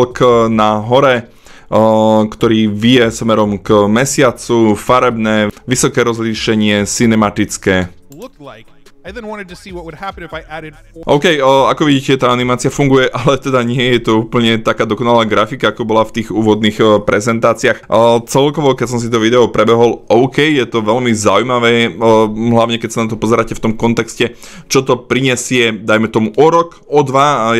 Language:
Slovak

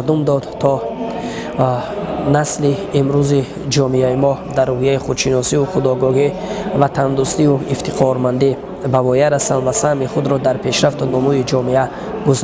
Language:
Tajik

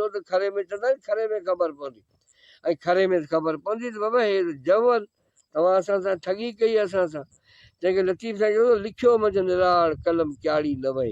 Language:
Sindhi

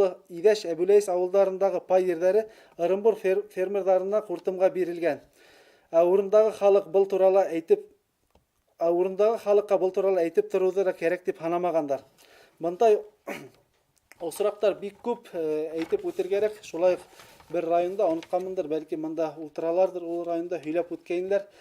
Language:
Bashkir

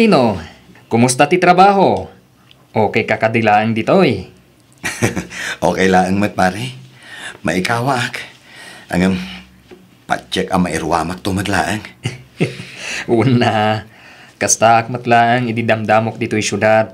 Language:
Iloko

